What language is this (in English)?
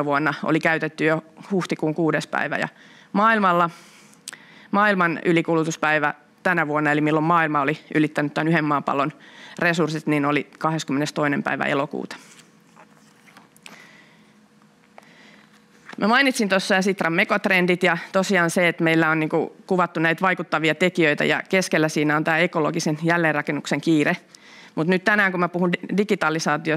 Finnish